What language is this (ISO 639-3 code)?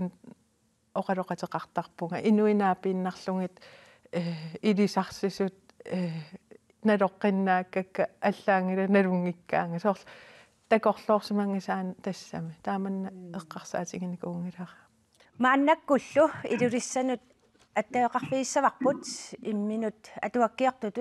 kal